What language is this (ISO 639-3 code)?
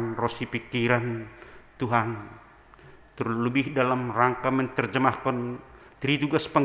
bts